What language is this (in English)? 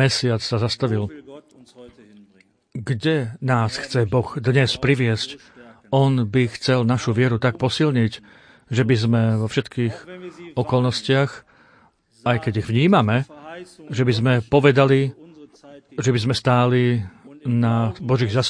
Slovak